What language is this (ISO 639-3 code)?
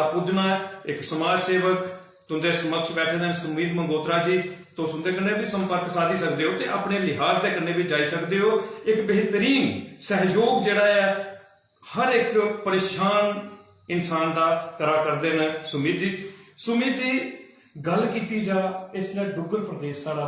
doi